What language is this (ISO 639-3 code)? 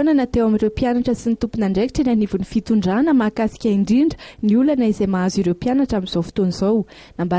mlg